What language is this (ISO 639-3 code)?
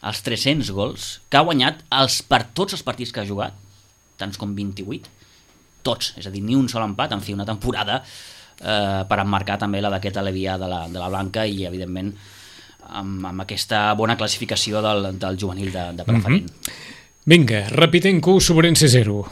cat